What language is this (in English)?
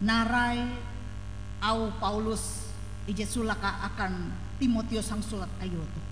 Ngaju